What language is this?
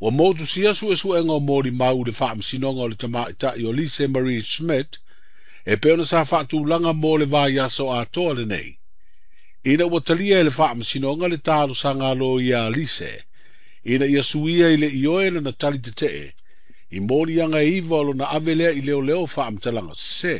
Samoan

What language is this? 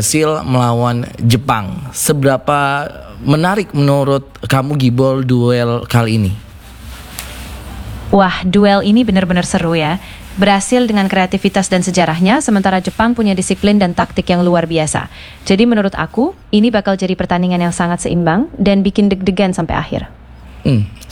Indonesian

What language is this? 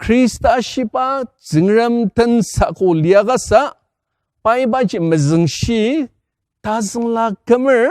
Ao Naga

